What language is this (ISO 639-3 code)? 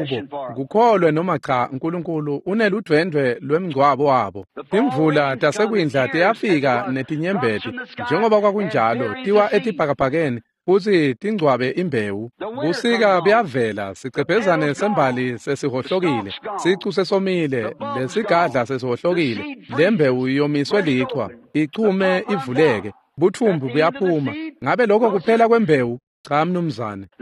ssw